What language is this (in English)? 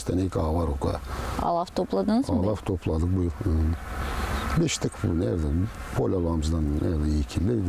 Gagauz